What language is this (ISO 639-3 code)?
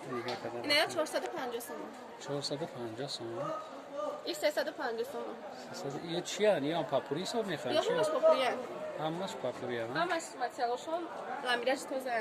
tgk